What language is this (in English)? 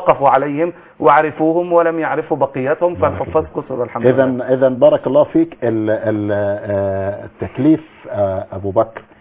Arabic